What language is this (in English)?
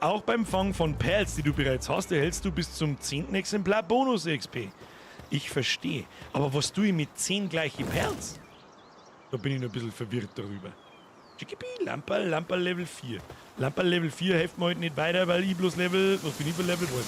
Bavarian